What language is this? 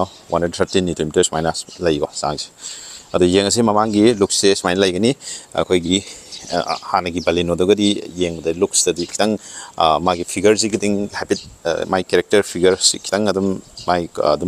Manipuri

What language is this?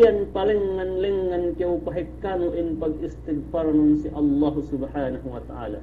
Yakan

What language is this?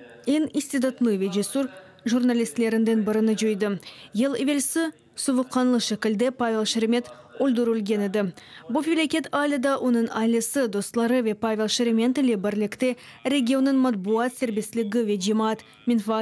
Crimean Tatar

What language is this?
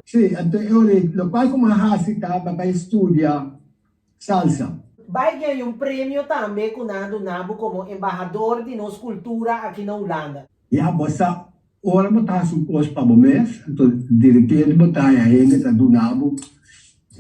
Papiamento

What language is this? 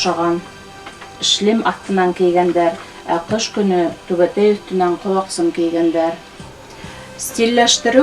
Bashkir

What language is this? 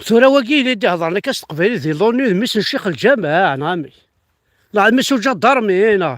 Kabyle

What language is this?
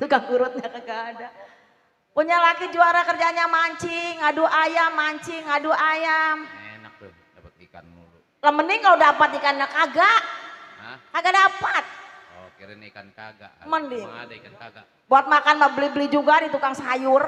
Betawi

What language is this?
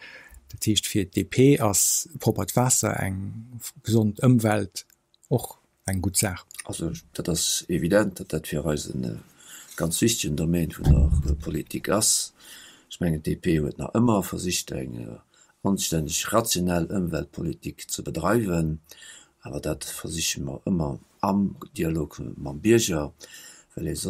Luxembourgish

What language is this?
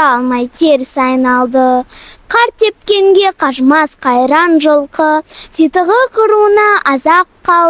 Kazakh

